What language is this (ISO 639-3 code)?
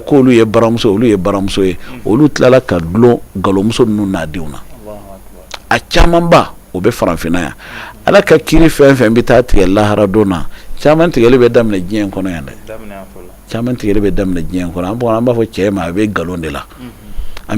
bam